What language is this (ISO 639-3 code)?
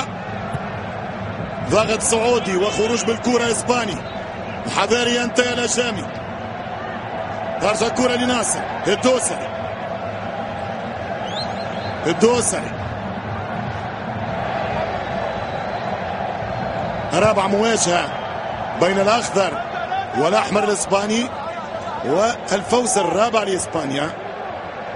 ara